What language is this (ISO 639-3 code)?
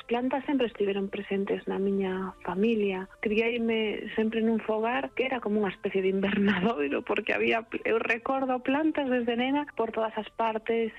glg